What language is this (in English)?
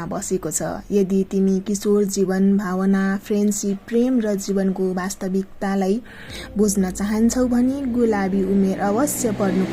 Nepali